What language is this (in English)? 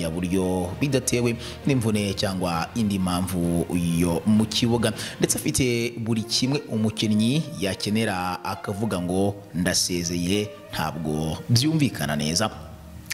Kinyarwanda